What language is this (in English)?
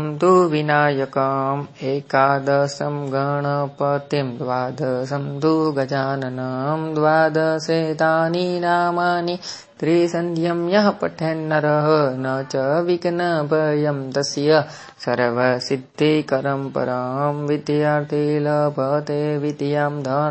Sanskrit